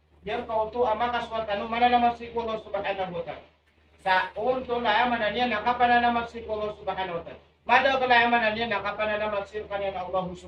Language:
Maranao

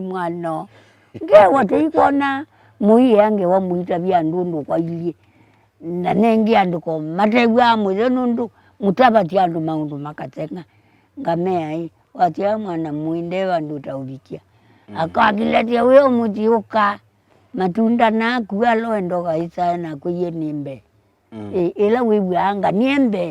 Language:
Kamba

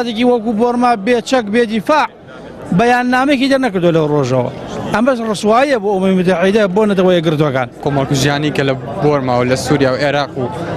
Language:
Central Kurdish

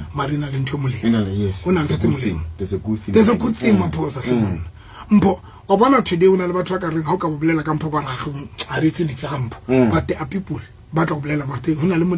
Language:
Southern Sotho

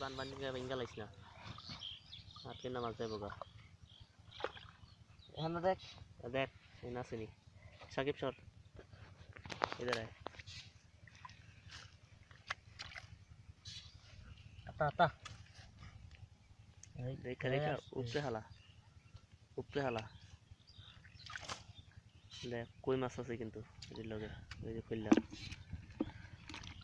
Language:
Bangla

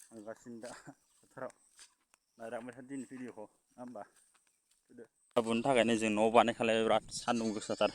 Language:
Bodo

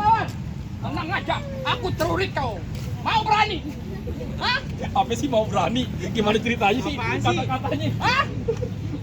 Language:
Betawi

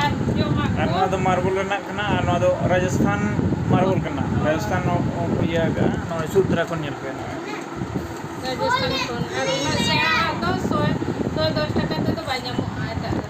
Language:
Santali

